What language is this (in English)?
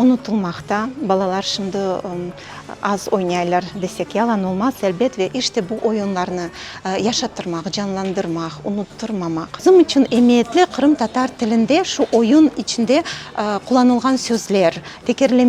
Crimean Tatar